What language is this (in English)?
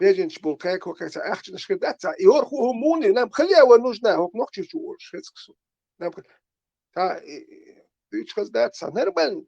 Chechen